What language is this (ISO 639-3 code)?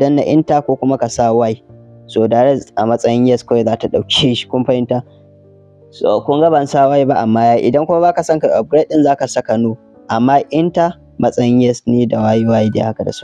hau